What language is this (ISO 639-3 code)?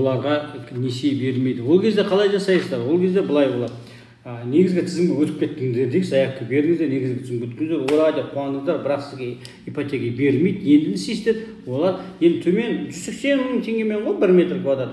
kaz